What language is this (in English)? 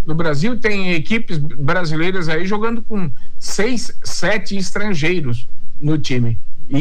Portuguese